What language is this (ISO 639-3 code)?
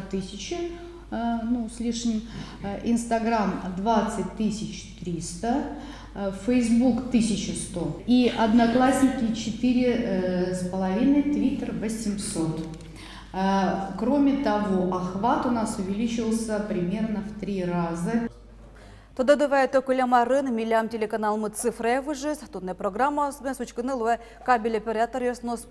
udm